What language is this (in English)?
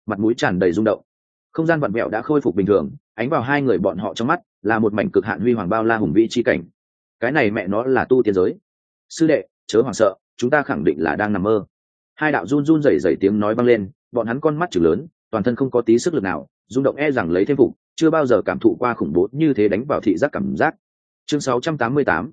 Vietnamese